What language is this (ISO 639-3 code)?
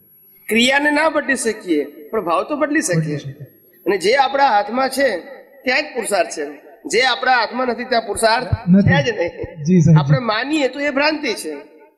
guj